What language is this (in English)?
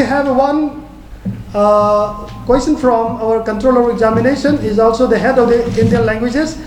Manipuri